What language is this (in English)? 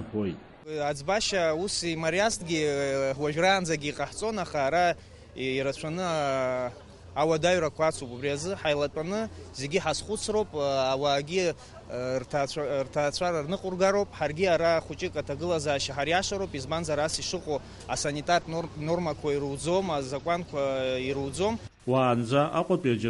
Abkhazian